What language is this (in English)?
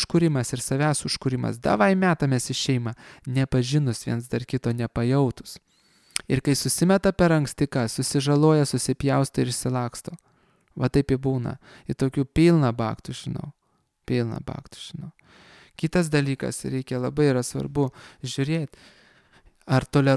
Lithuanian